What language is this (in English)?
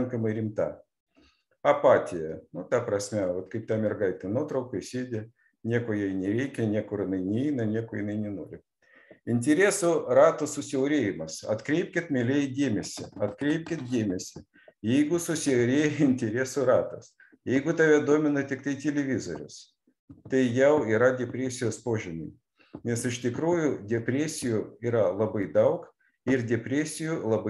Lithuanian